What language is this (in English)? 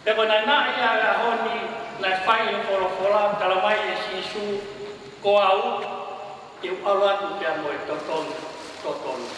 Tongan